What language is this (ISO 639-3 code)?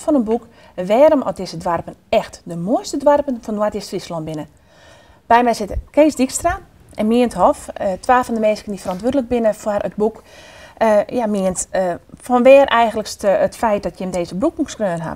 fry